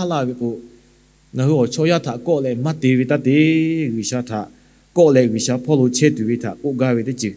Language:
Lahu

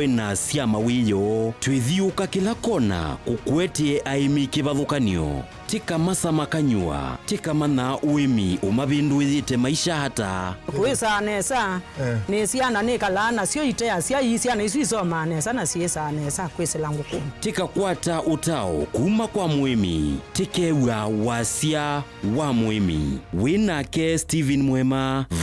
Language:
Kamba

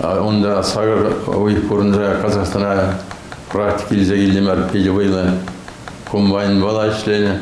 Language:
Chuvash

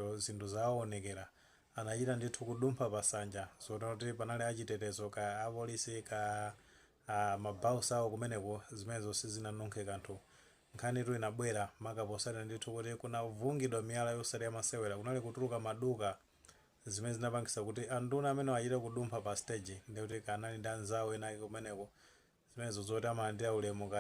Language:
Nyanja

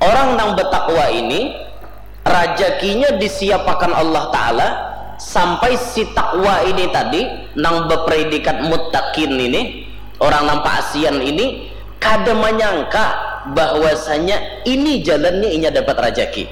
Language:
Banjar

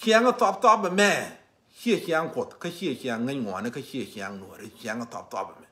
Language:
Nuer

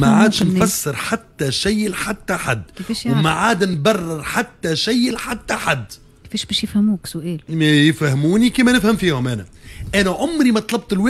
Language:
Tunisian Arabic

